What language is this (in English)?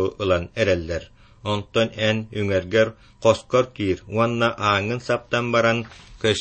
Yakut